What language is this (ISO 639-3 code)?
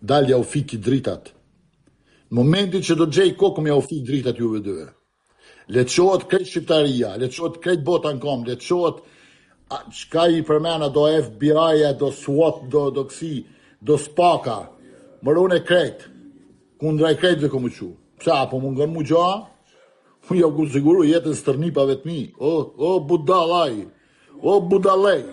sqi